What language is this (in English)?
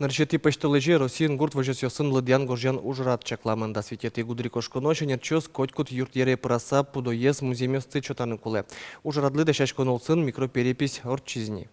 Udmurt